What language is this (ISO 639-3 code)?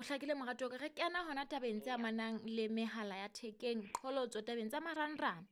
sot